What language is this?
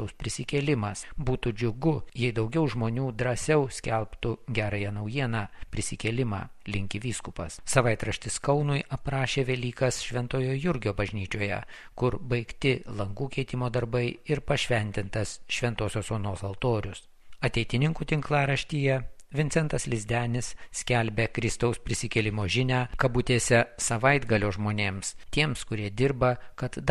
Lithuanian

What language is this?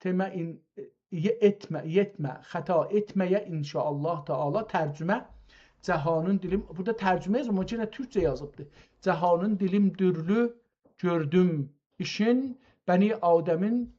South Azerbaijani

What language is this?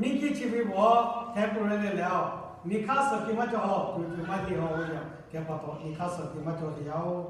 Lahu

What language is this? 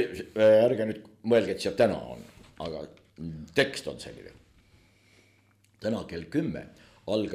Estonian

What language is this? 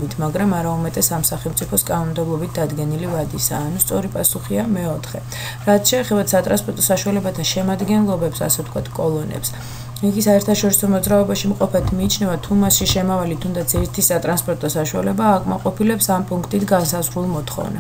Georgian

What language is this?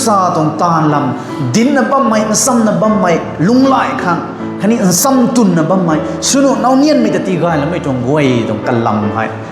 Rongmei Naga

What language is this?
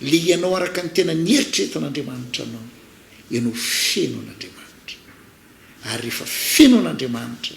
Malagasy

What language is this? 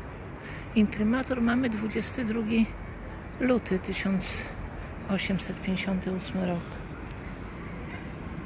Polish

